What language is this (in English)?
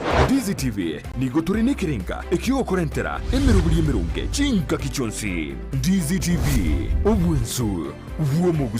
Gusii